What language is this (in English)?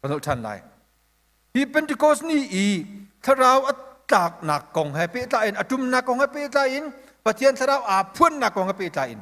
Hakha Chin